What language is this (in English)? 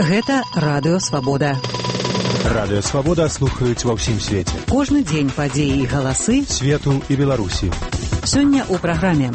Belarusian